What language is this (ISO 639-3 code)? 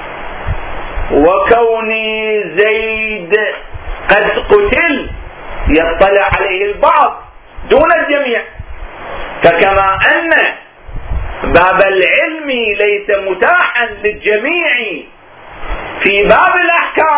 ara